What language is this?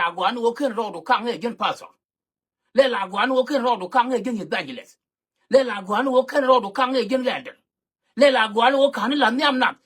Nuer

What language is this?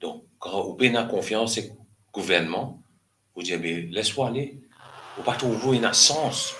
Morisyen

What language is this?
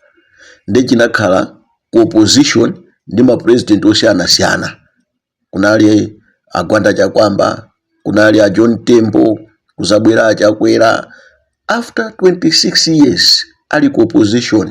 Nyanja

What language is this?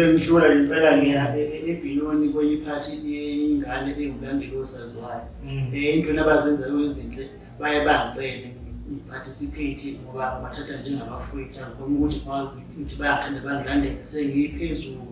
Zulu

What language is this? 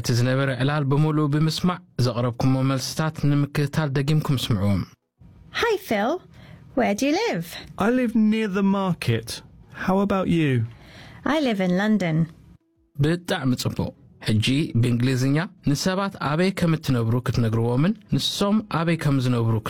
Tigrinya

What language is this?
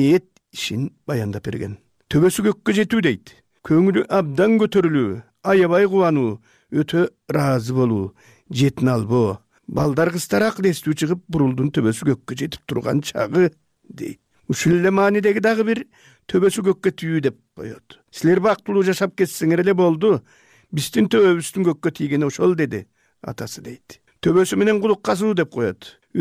Kyrgyz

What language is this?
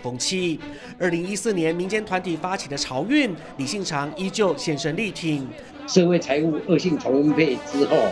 Chinese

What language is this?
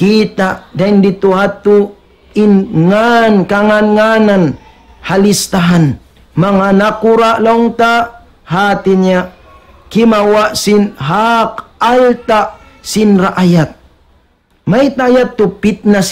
Tausug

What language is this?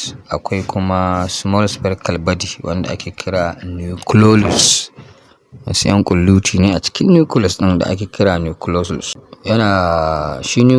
Hausa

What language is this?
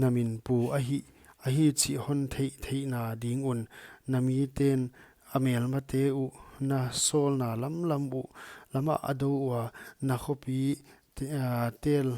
Paite Chin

